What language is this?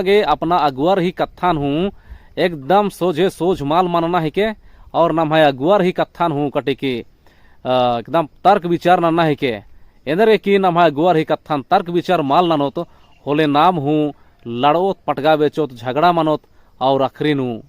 Kurukh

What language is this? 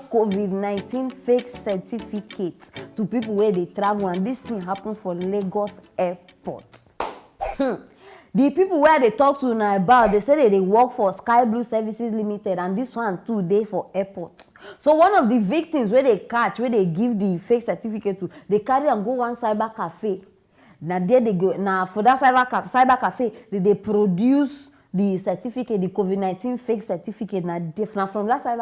Nigerian Pidgin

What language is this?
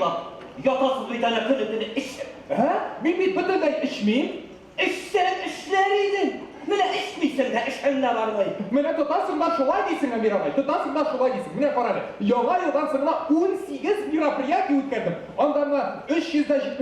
Tatar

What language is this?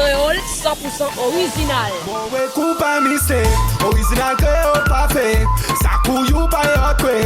Seselwa Creole French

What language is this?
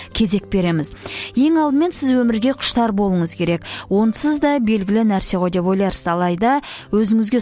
Kazakh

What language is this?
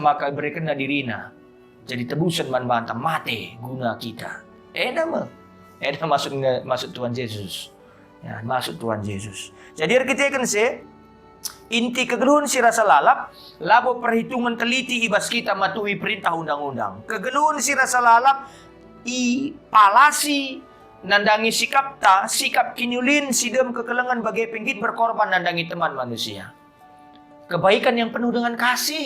Batak Karo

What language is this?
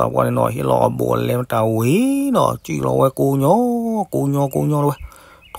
S'gaw Karen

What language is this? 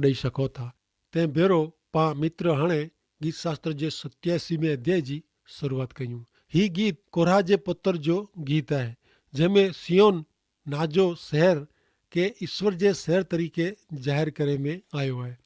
Kachhi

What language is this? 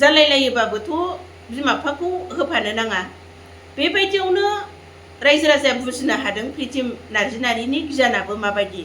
Bodo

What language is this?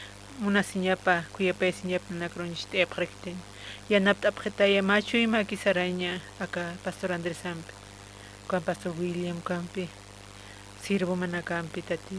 Aymara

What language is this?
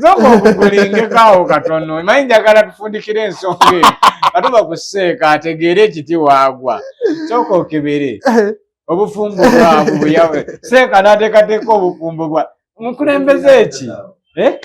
Ganda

